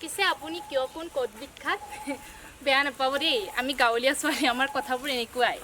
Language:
Assamese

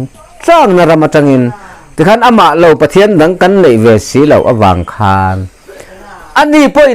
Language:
Mizo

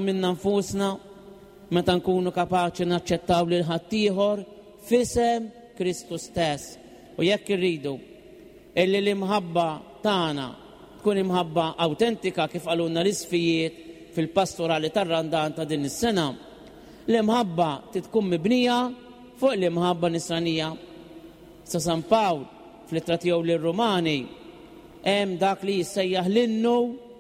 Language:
Maltese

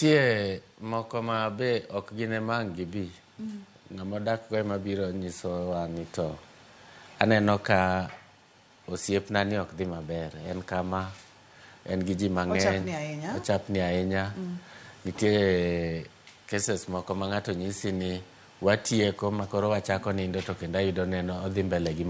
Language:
Luo (Kenya and Tanzania)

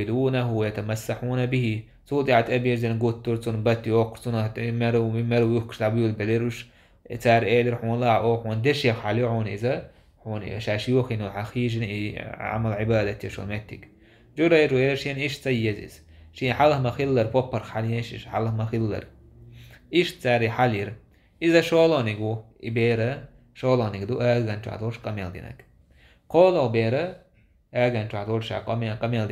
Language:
Chechen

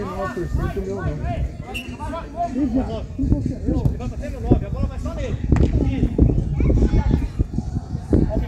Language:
Portuguese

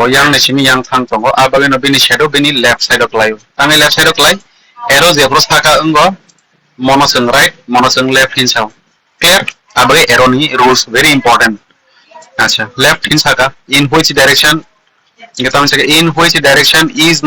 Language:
Kok Borok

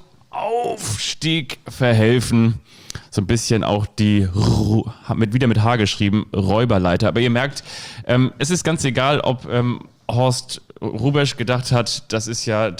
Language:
German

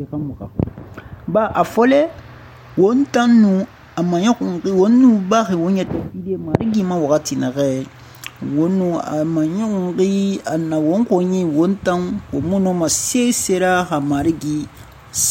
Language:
Susu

